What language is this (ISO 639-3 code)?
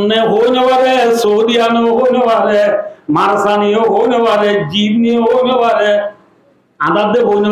rhg